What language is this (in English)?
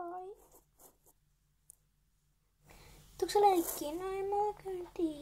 Finnish